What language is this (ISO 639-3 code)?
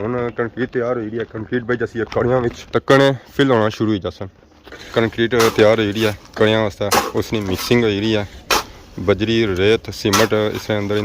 phr